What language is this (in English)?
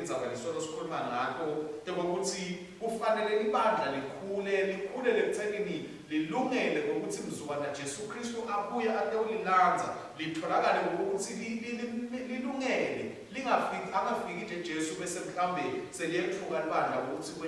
Swati